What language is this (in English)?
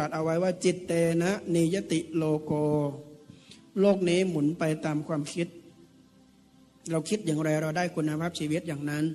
Thai